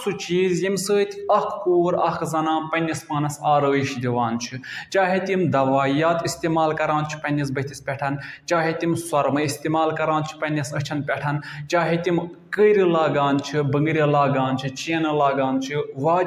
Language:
Kashmiri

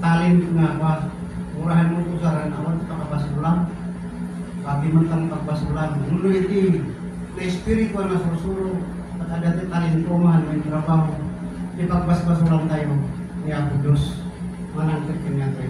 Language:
Iloko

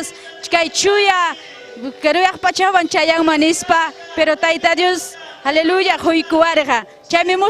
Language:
Ayacucho Quechua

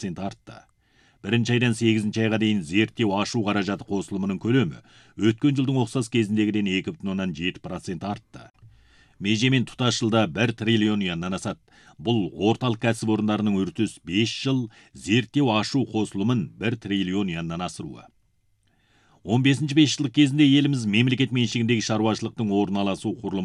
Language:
Kazakh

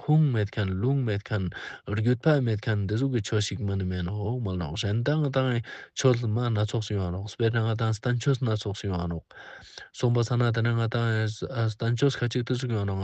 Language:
Ladakhi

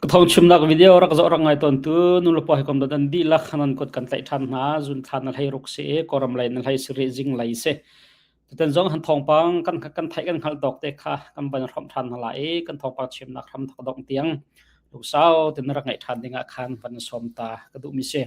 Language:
Hakha Chin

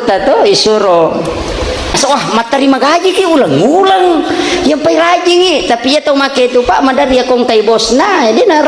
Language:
Buginese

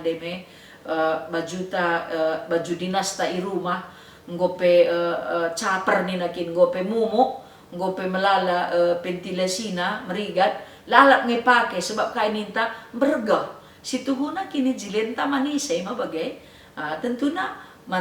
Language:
Batak Karo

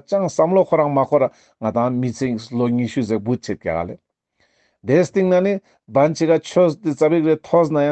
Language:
Ladakhi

